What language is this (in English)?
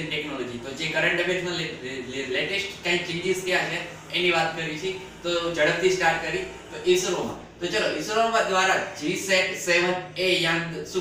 Gujarati